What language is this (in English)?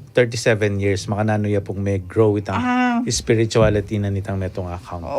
Pampanga